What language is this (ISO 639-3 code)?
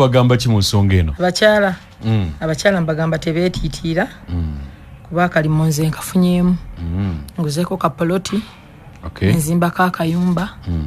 lug